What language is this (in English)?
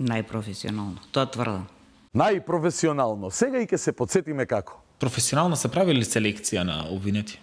Macedonian